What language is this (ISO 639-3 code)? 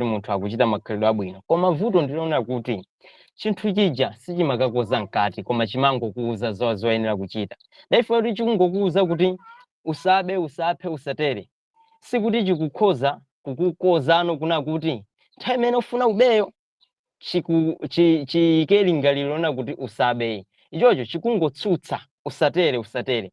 nya